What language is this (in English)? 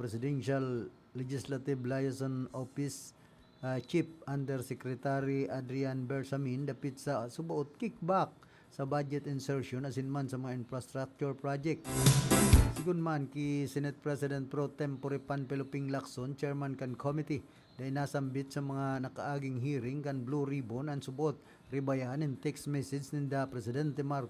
Bikol